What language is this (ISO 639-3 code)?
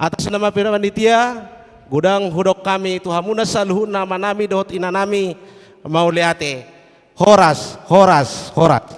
bbc